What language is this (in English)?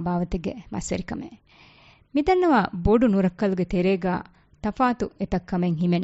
Divehi